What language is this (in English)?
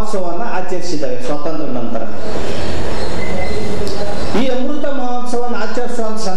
Kannada